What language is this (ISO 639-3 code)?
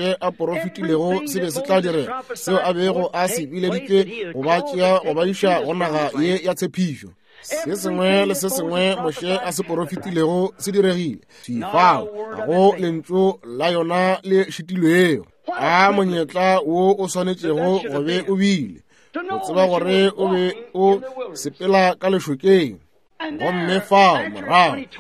nso